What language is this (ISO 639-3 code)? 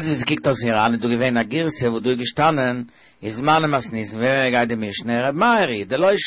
yid